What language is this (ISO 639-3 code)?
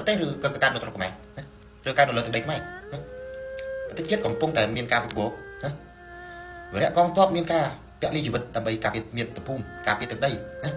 khm